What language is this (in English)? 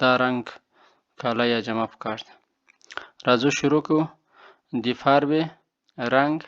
Pashto